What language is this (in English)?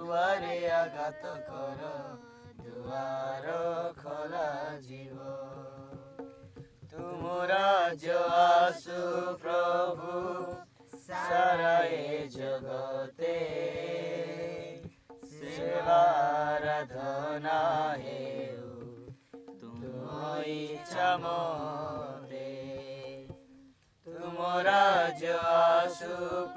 Odia